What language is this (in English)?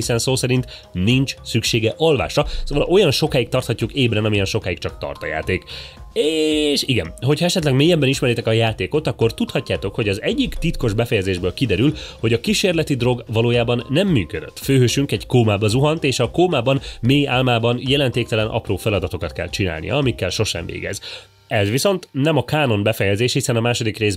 Hungarian